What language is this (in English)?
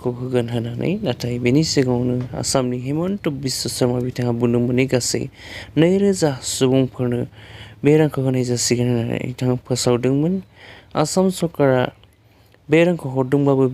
Bodo